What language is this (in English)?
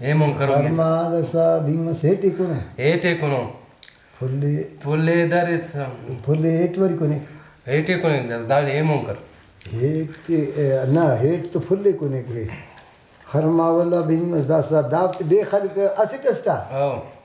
Brahui